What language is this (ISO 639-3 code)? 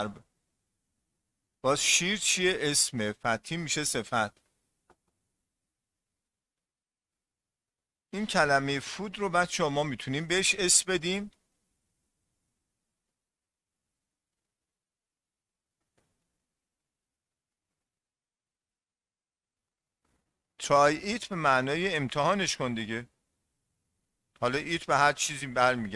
fas